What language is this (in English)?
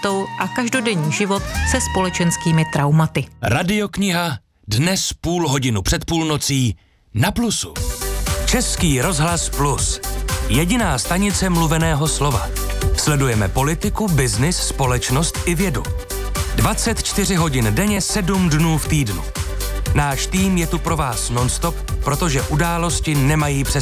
Czech